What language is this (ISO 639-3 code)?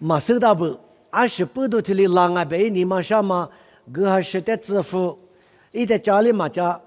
lis